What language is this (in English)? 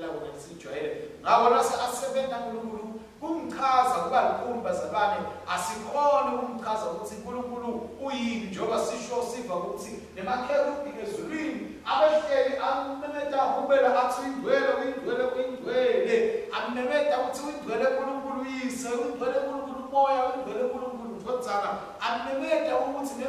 Swati